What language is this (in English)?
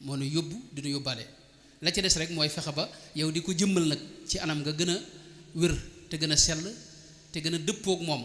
Wolof